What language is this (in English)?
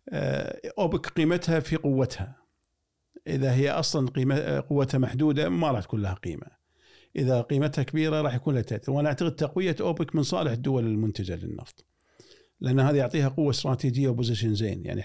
Gulf Arabic